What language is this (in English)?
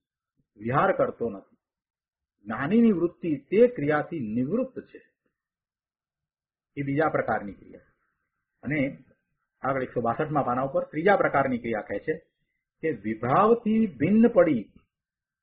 Gujarati